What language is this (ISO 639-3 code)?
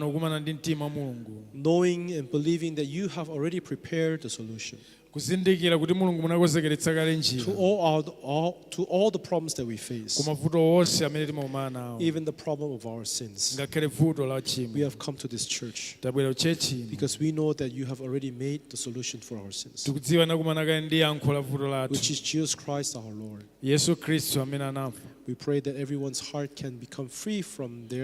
nya